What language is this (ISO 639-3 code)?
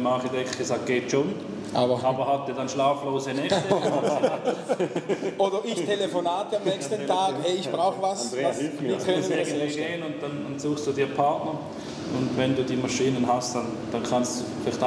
deu